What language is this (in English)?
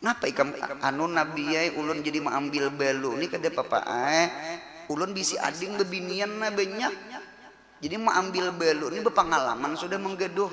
Banjar